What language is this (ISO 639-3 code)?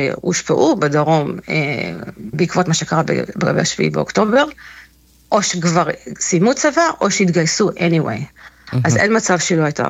heb